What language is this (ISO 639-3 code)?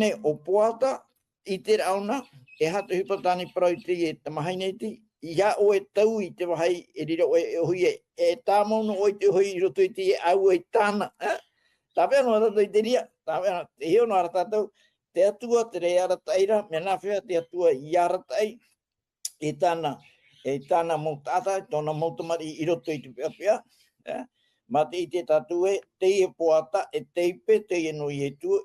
tah